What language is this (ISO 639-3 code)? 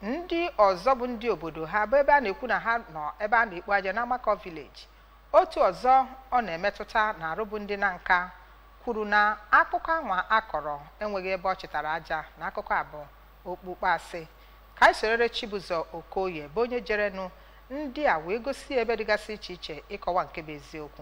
ibo